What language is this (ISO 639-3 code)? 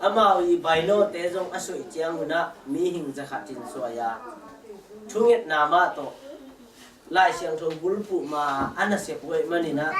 ctd